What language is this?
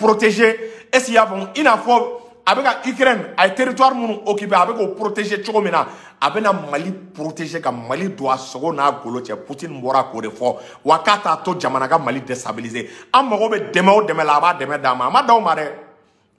Bambara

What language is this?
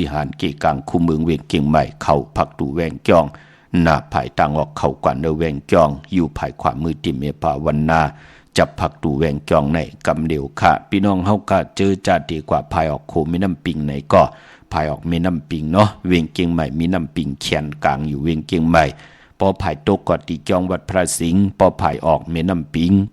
Shan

